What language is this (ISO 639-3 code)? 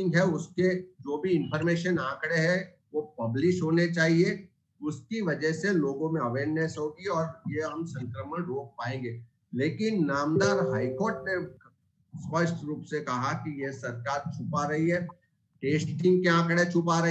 hin